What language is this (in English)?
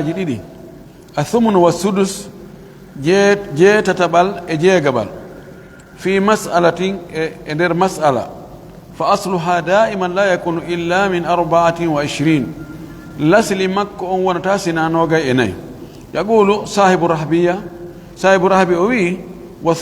Pular